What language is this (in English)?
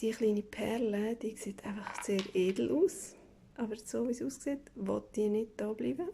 Swiss German